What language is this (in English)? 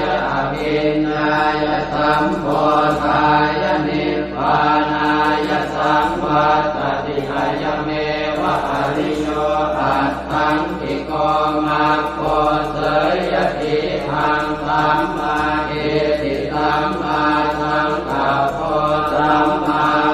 Pali